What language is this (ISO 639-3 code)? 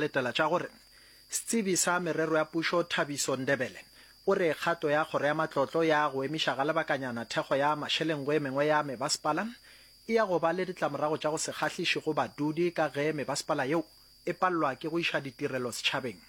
nso